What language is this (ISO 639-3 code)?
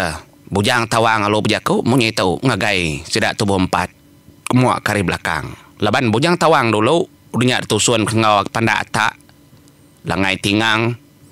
iba